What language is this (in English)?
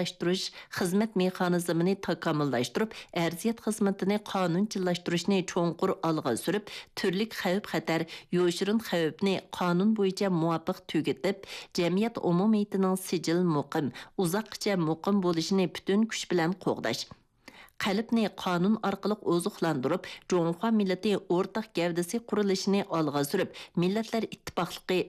Uyghur